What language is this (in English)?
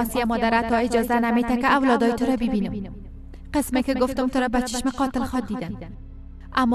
Persian